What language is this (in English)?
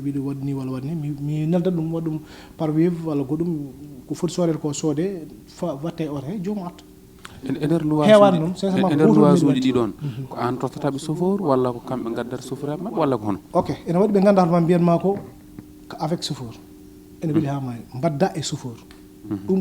Fula